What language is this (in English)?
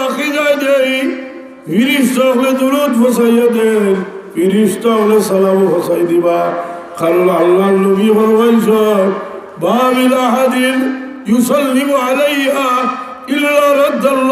Sylheti